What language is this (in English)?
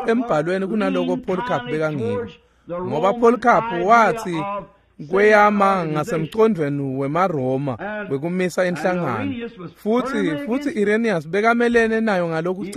Swati